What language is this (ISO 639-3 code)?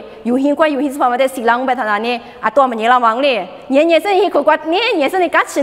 lis